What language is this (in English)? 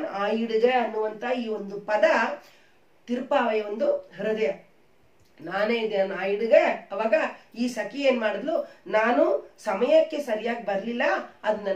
Kannada